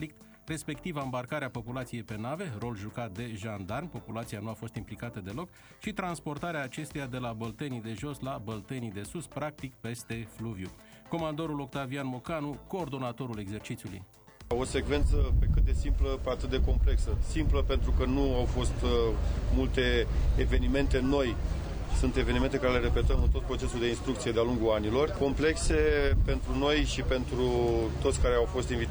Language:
Romanian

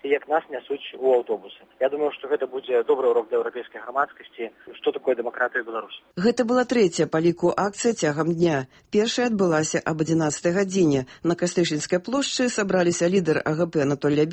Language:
Belarusian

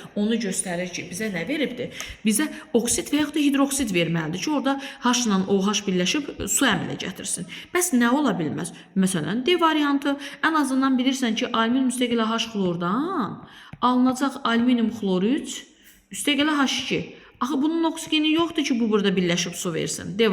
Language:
Azerbaijani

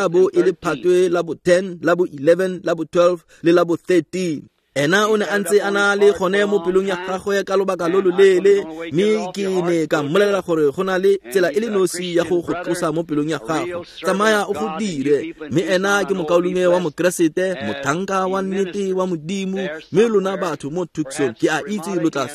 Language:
Tswana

